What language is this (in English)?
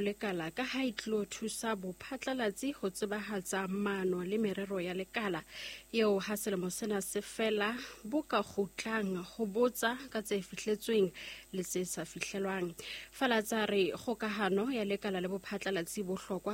Southern Sotho